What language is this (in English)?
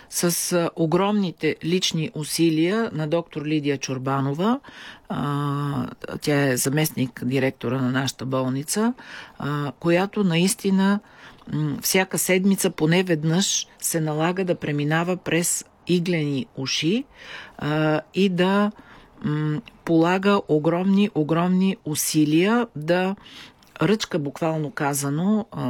Bulgarian